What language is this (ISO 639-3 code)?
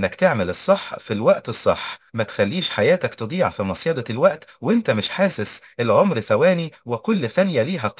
arz